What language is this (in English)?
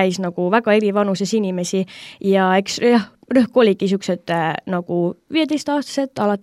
Estonian